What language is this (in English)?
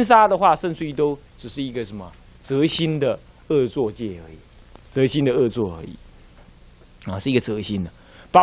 Chinese